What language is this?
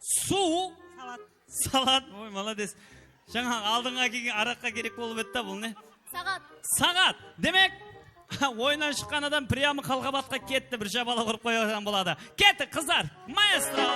Kara-Kalpak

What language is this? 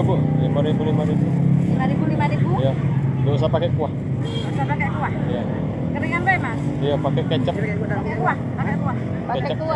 Musi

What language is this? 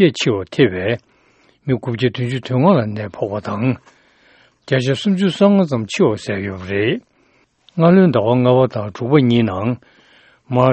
Tibetan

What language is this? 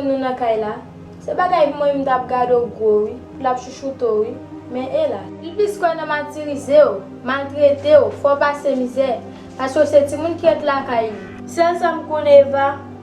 Haitian Creole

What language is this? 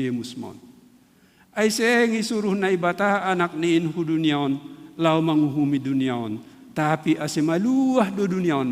Batak Simalungun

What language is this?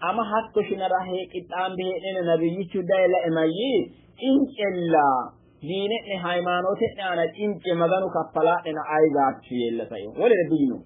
Sidamo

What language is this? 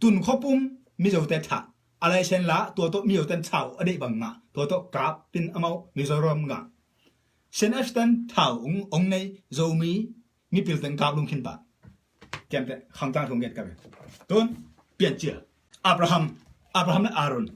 Tedim Chin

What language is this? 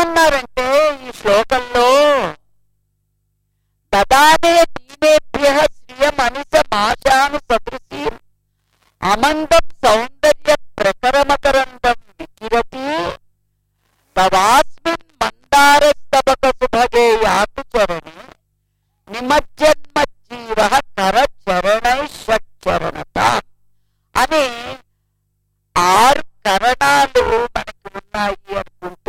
Telugu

